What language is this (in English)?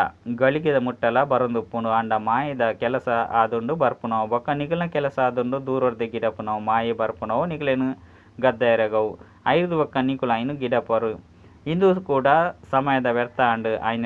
Tulu